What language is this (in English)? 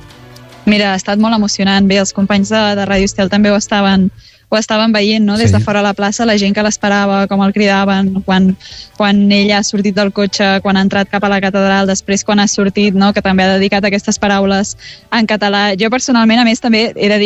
Catalan